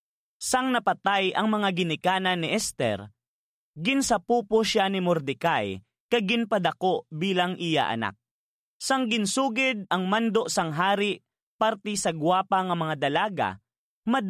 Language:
Hiligaynon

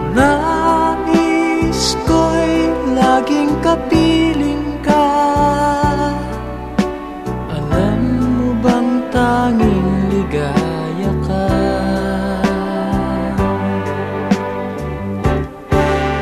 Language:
Filipino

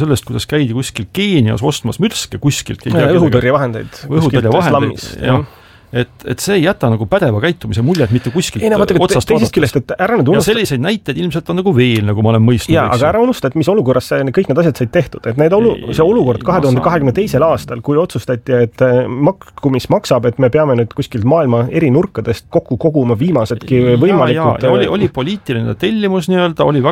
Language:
Estonian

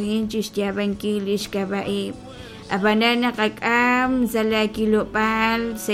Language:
Kekchí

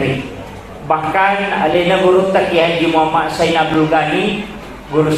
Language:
Buginese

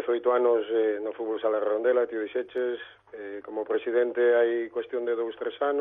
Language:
Galician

